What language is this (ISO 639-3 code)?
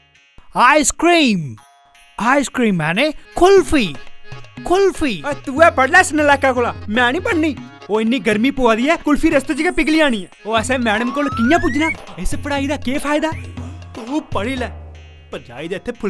doi